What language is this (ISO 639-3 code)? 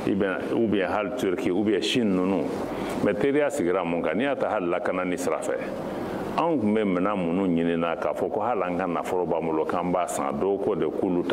bam